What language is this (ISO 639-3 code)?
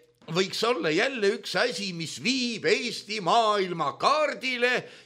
est